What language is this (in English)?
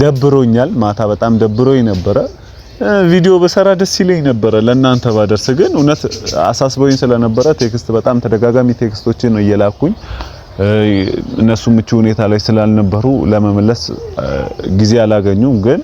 Amharic